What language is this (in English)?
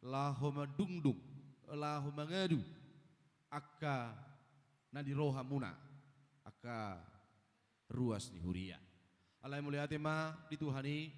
Batak Toba